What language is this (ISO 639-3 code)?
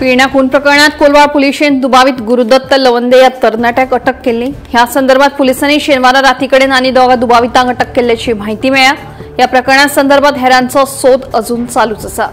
kok